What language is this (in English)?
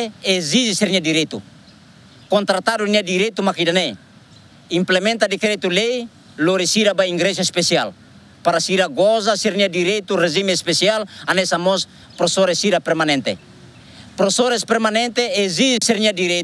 Tetum